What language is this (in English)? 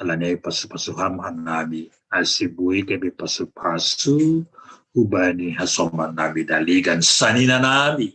Batak Simalungun